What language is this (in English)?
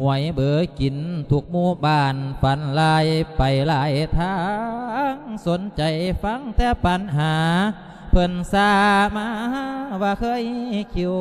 Lao